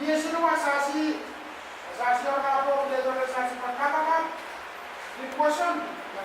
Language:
Pohnpeian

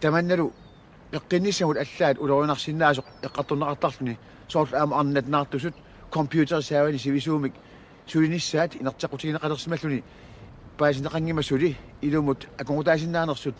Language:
Kalaallisut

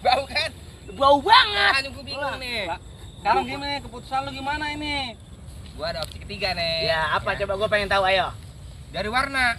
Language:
Betawi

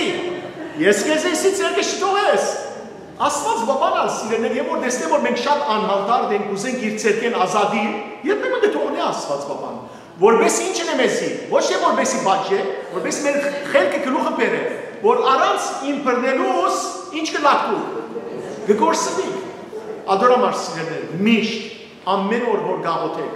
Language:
Western Armenian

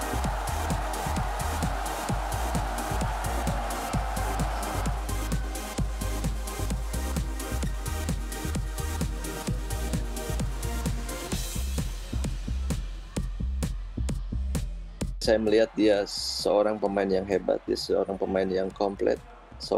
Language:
Indonesian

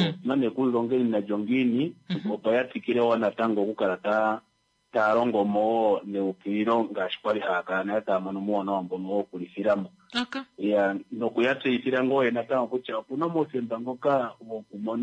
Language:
Kuanyama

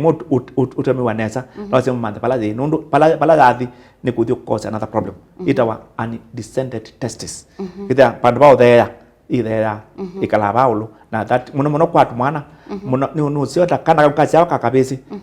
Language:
Kamba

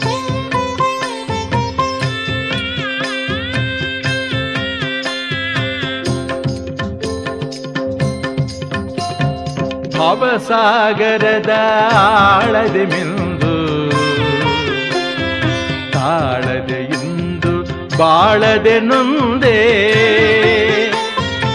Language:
Kannada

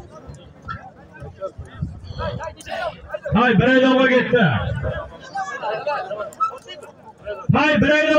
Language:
Kazakh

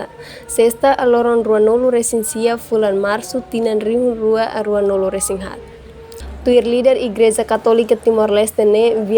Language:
Tetum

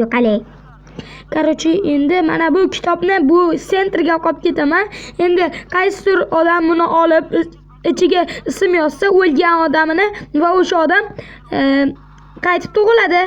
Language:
Uzbek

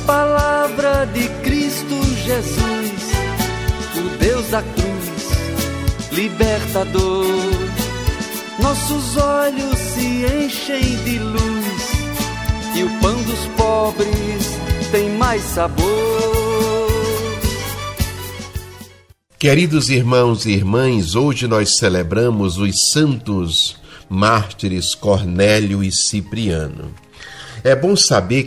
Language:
Portuguese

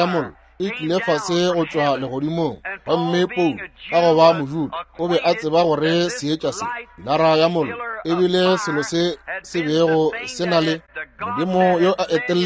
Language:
Northern Sotho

